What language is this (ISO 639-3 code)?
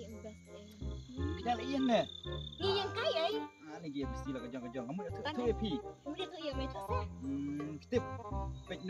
kha